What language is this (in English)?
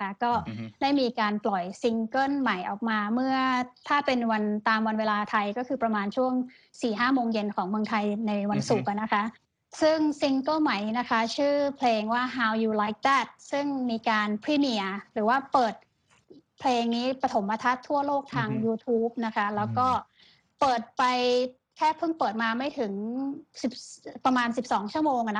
Thai